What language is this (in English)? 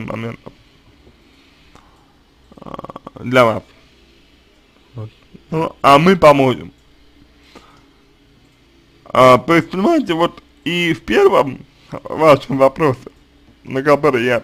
Russian